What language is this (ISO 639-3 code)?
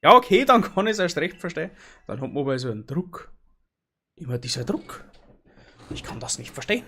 bar